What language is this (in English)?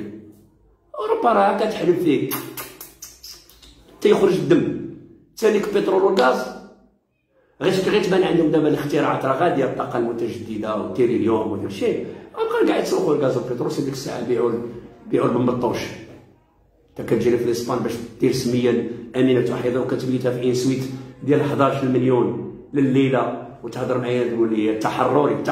Moroccan Arabic